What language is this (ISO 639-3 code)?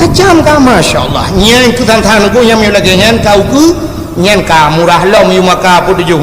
ace